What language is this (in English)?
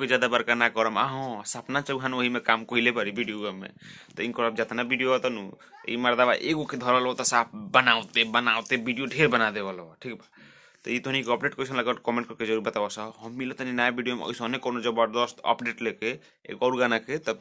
Bhojpuri